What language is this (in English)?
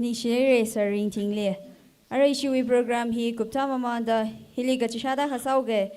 Tangkhul Naga (India)